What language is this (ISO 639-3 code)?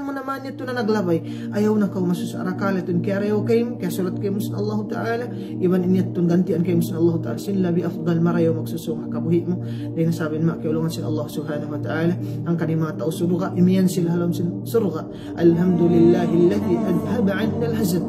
tsg